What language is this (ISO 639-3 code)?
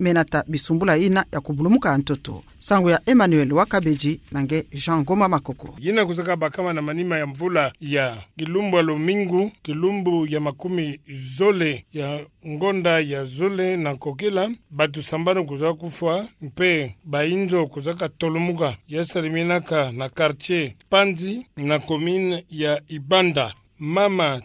ktu